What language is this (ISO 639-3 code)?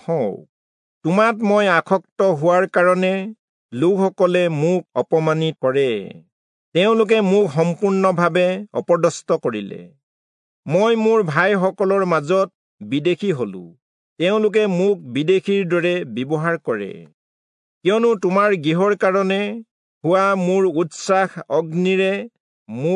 asm